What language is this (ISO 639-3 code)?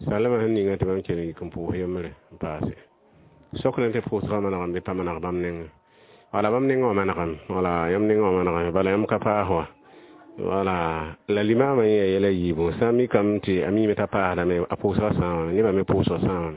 mos